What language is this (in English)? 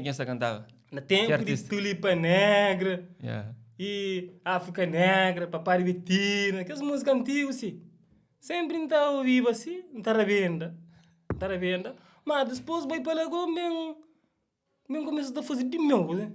Kabuverdianu